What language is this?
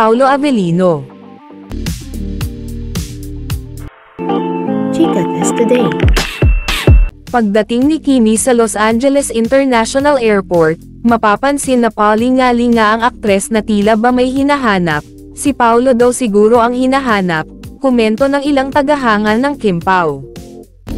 Filipino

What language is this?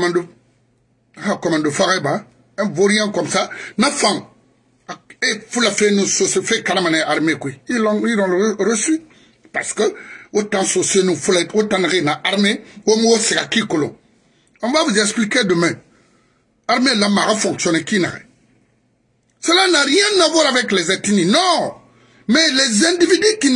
French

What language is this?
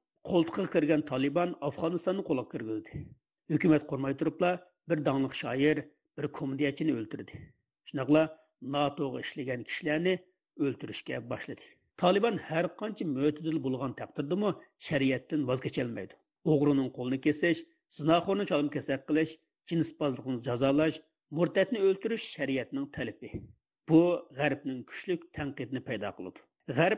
Uyghur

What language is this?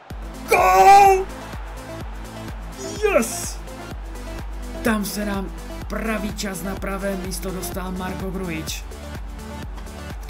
Czech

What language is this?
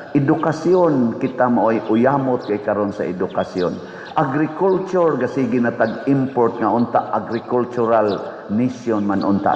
Cebuano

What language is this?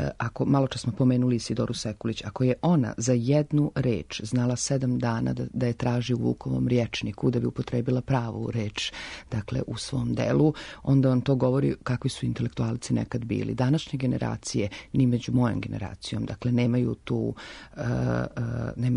Serbian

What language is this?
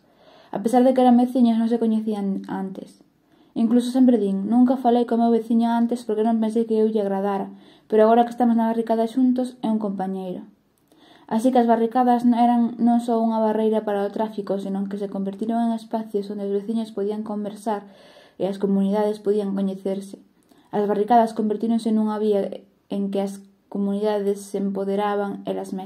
Galician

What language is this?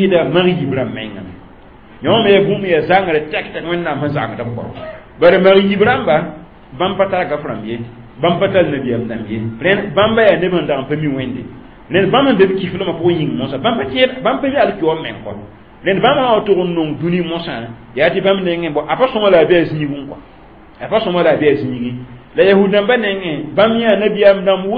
Mossi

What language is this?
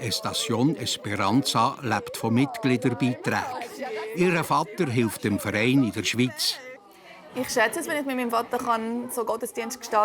Swiss German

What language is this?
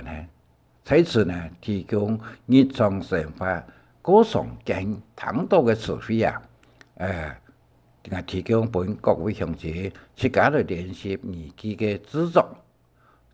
Hakka Chinese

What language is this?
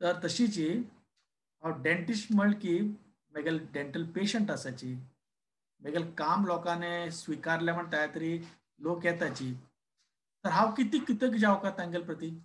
Konkani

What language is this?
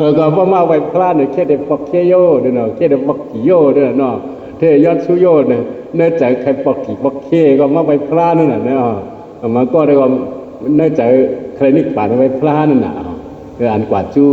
Shan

